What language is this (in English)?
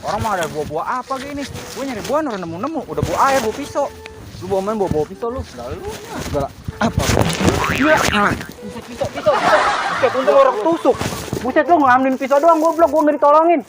Betawi